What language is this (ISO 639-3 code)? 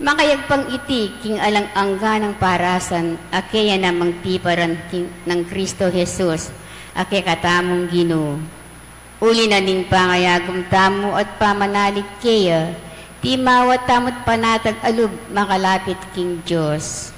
pam